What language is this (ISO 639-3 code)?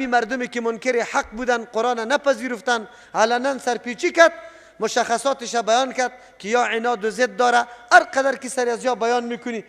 fas